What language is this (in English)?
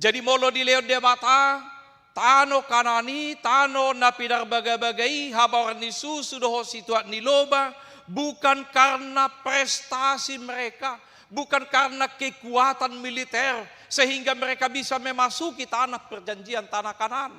Batak Toba